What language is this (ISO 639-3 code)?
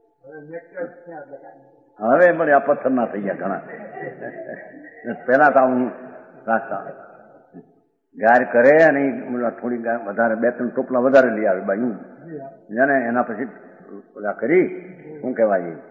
guj